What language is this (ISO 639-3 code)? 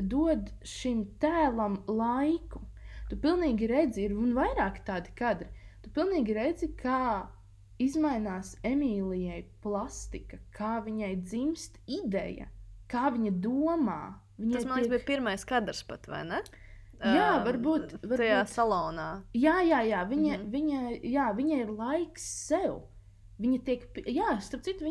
lav